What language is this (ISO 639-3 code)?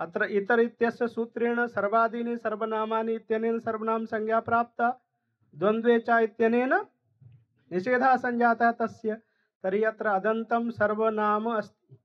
san